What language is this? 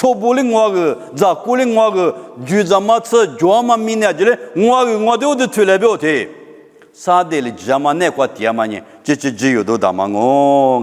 Lisu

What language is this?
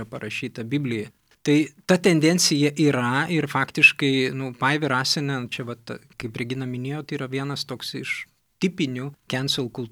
Lithuanian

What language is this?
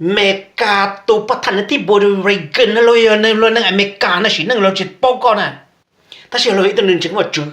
Hmong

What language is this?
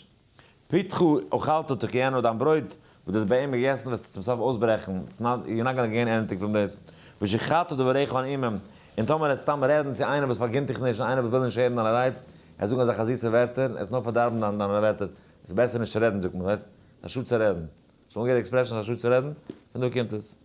Yiddish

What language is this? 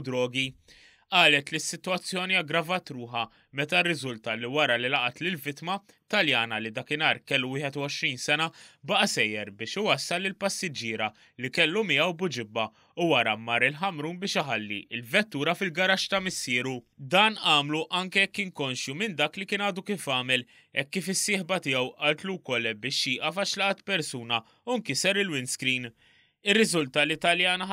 Maltese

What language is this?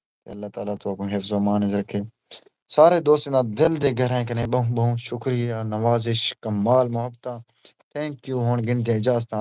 Saraiki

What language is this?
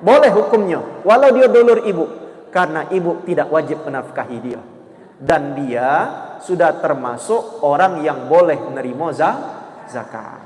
Musi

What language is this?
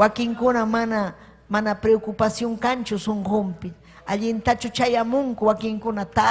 Ayacucho Quechua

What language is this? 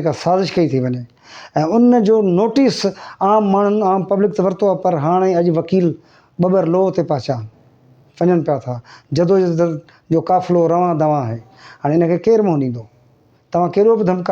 Sindhi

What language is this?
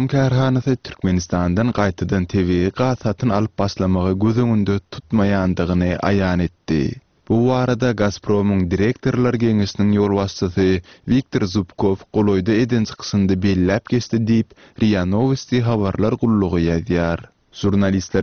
Turkmen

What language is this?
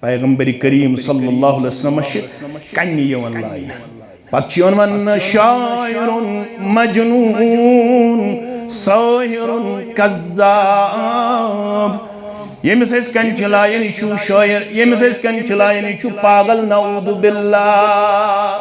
Kashmiri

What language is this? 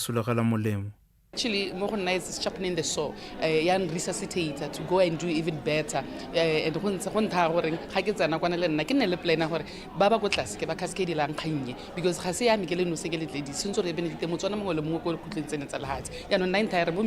Tswana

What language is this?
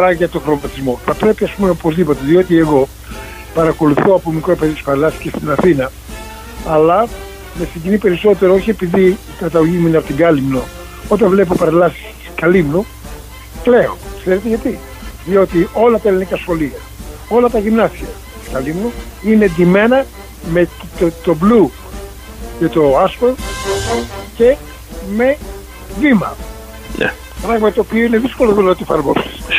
Greek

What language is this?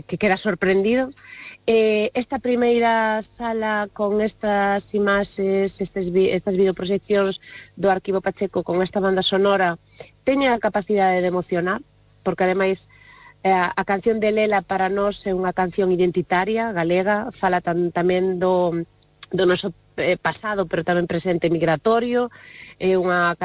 Galician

